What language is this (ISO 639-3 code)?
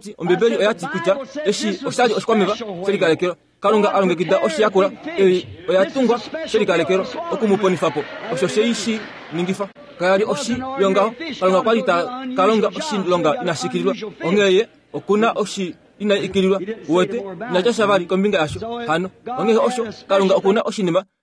kua